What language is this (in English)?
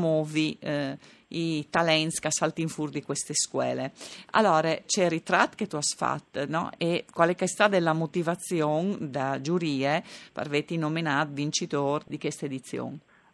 Friulian